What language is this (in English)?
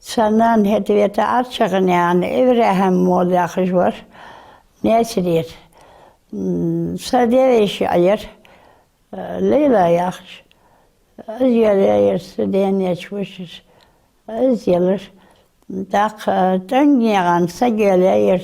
Ingush